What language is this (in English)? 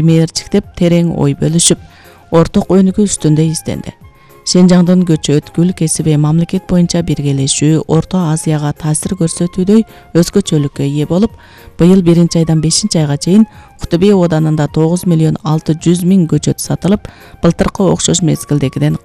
Kyrgyz